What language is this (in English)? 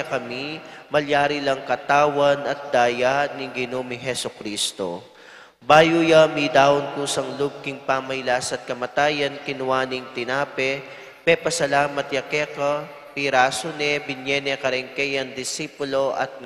Pampanga